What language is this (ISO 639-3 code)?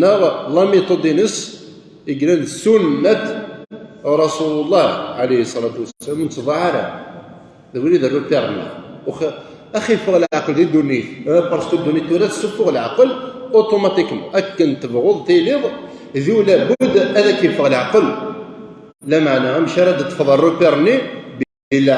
kab